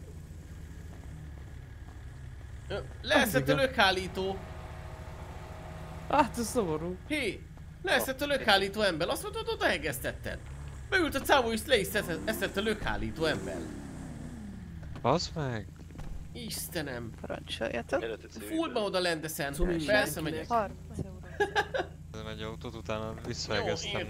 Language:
Hungarian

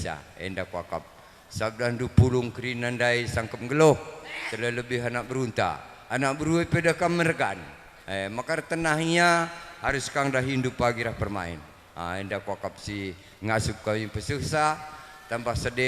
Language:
Batak Karo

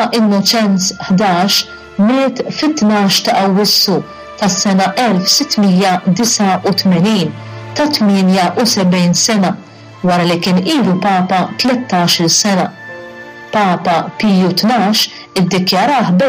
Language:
Maltese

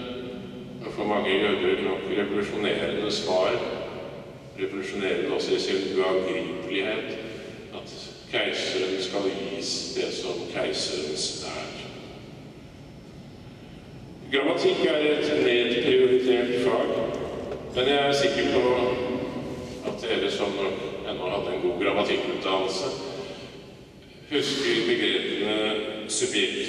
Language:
Norwegian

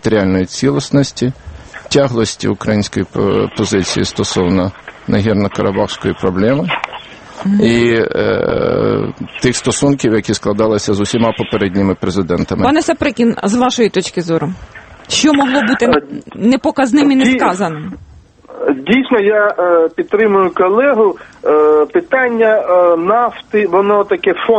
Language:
Ukrainian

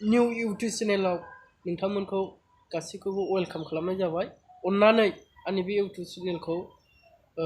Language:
Bodo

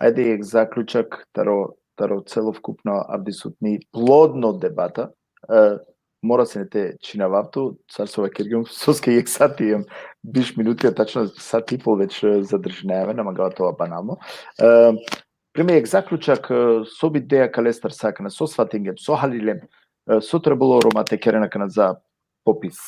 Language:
Balkan Romani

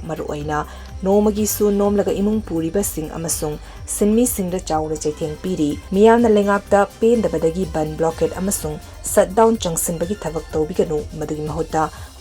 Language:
Manipuri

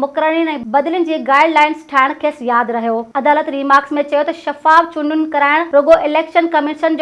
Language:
Sindhi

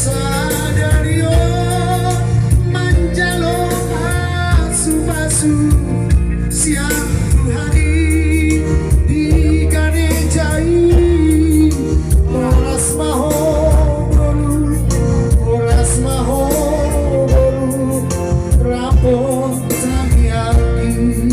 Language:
Batak Toba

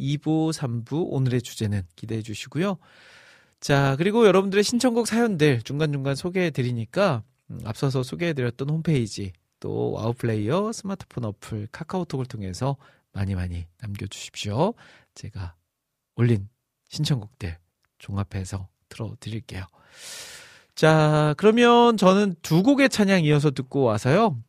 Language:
Korean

